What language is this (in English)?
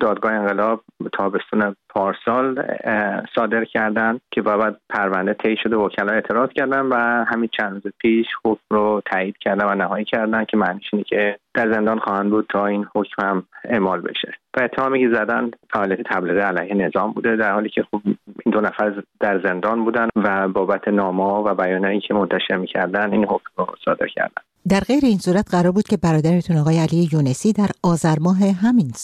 Persian